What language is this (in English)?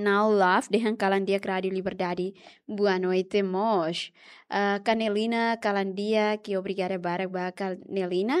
Tetum